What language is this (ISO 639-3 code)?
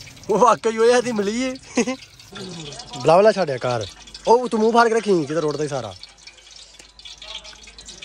pan